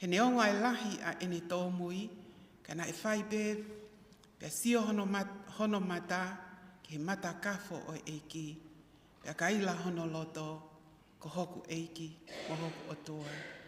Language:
Tongan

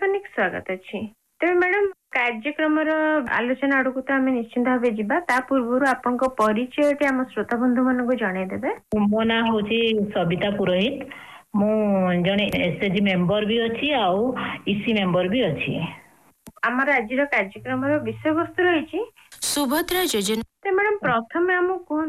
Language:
Odia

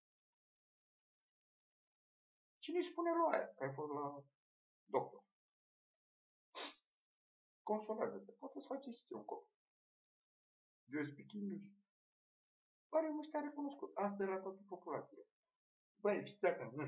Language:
Romanian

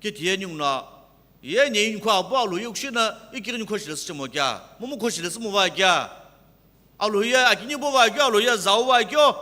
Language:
Sumi Naga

